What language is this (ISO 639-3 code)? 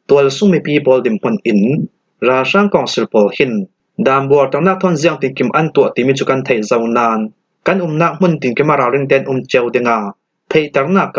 cfm